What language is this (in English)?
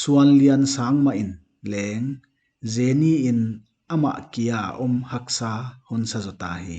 Paite Chin